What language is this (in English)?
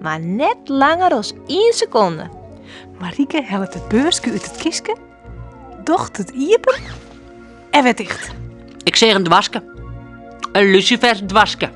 Western Frisian